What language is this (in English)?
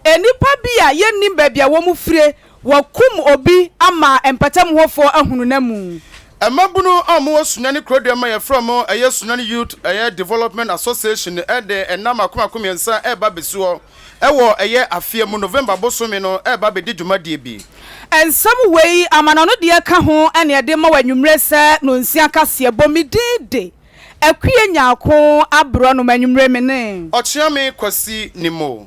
Akan